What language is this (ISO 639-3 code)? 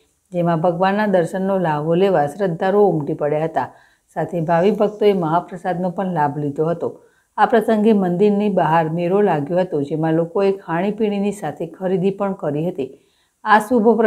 guj